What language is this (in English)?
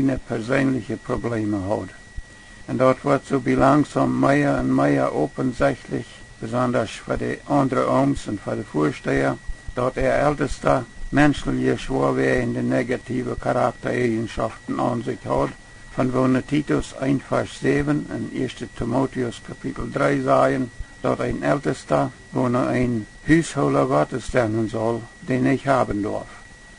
Plautdietsch